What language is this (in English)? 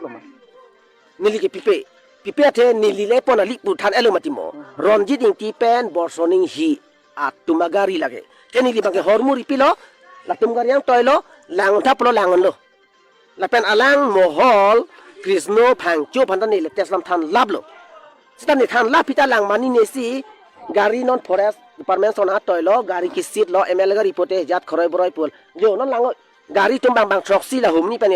Karbi